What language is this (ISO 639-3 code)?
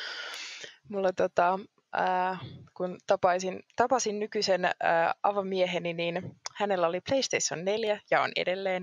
fin